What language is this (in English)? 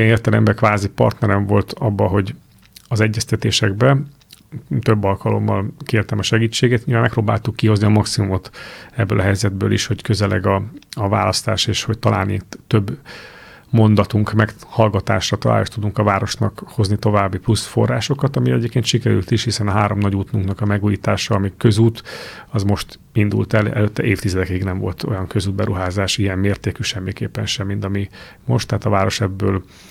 Hungarian